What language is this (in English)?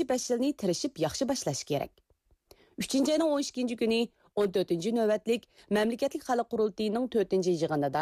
Uyghur